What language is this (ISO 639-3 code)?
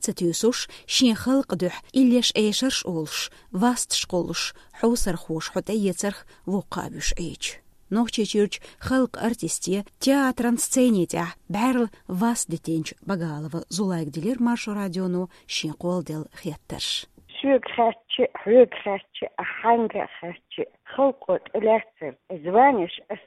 che